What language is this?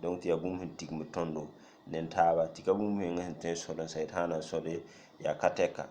Mossi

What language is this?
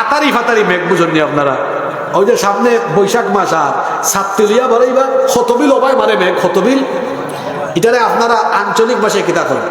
Sylheti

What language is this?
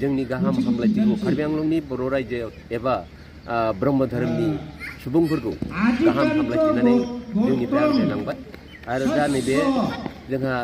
Bodo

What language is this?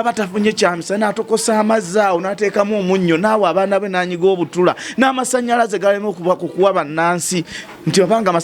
Ganda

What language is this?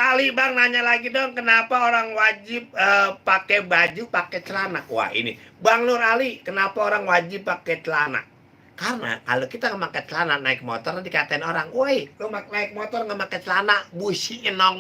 Betawi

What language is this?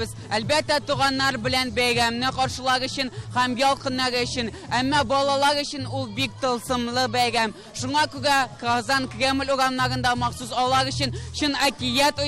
Tatar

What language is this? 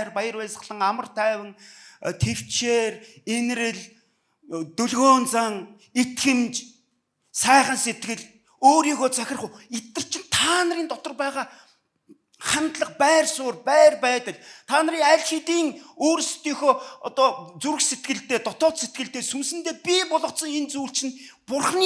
Mongolian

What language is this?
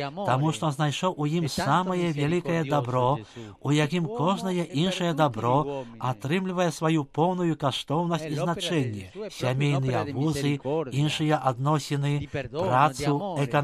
Belarusian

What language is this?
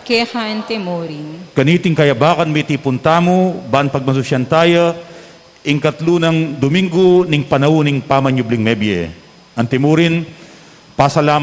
Pampanga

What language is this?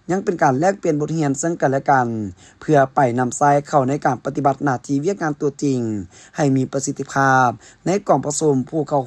Lao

